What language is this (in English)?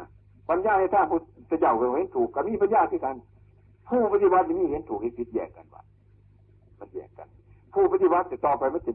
Northeastern Thai